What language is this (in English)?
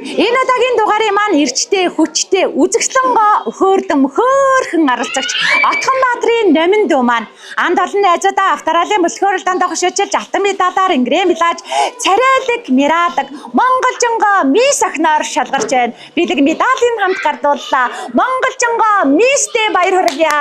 Mongolian